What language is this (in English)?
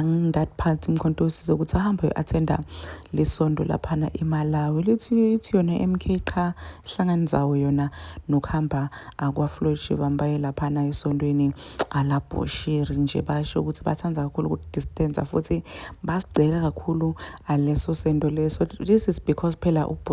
Zulu